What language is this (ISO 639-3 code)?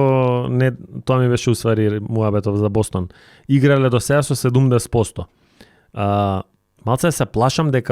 mkd